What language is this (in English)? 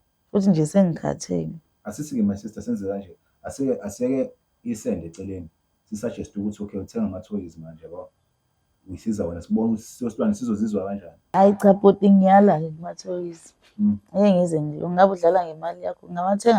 Zulu